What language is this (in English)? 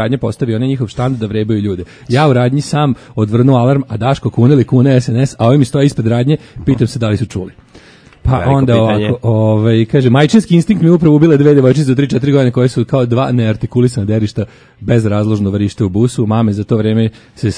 Serbian